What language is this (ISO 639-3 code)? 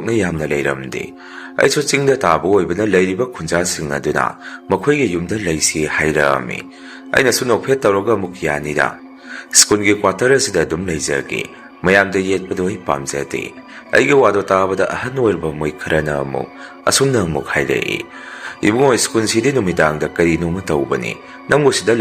mni